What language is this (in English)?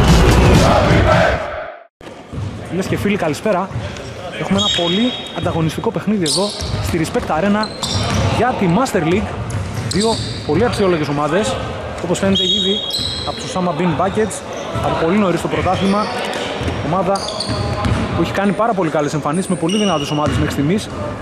Greek